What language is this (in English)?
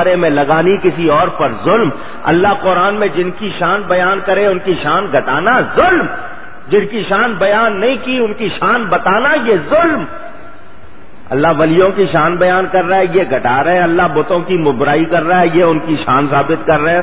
Urdu